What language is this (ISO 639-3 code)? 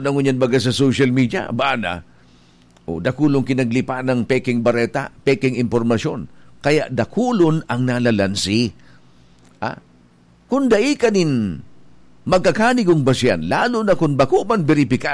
bik